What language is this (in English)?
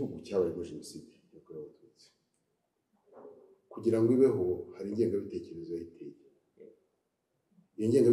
Kinyarwanda